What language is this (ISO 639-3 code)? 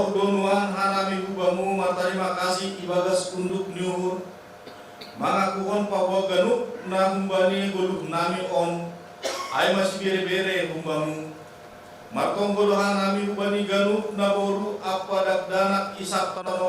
bts